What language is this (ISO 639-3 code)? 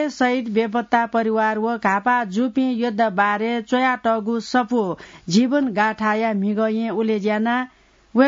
new